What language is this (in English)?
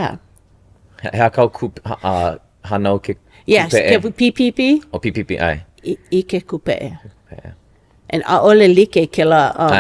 Hawaiian